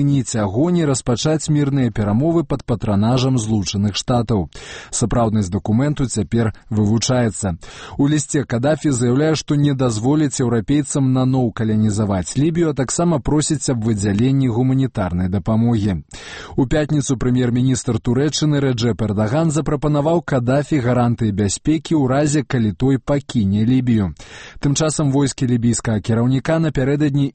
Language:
Belarusian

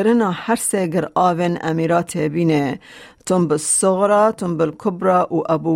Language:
Kurdish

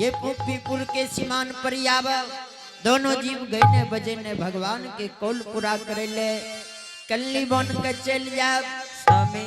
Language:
Angika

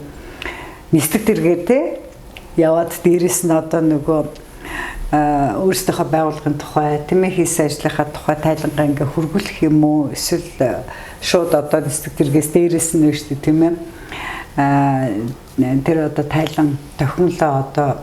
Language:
Mongolian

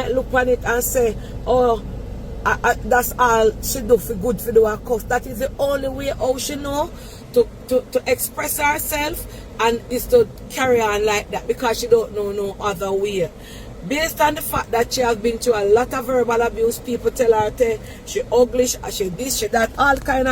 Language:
Jamaican Creole English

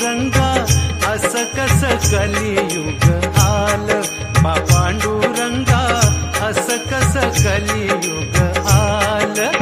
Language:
Marathi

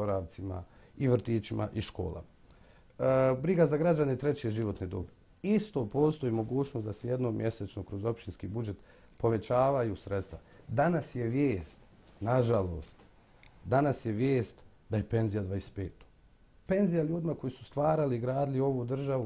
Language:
Bosnian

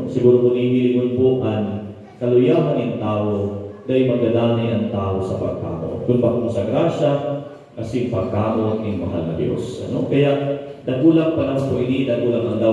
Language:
Bikol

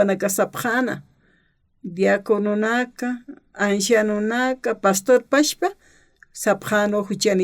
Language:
Aymara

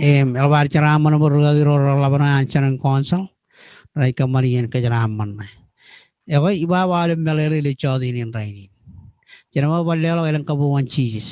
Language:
Marshallese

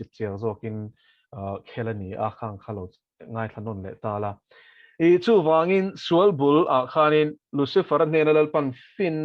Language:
Mizo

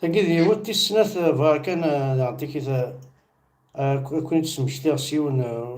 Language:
Kabyle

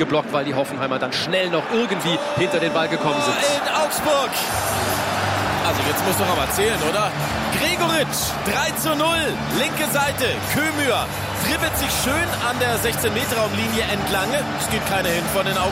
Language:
German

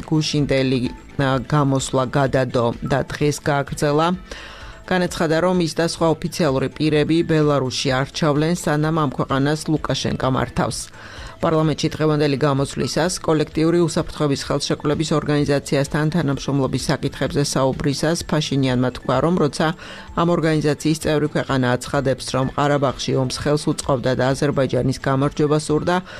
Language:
Georgian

